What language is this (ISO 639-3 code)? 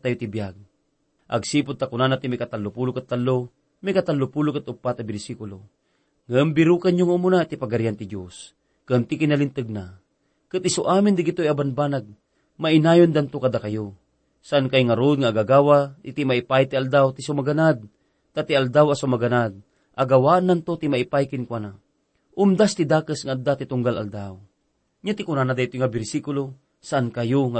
ilo